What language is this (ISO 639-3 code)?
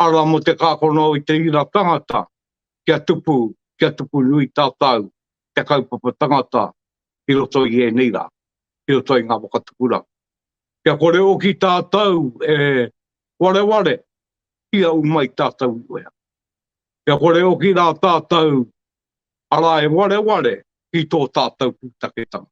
mri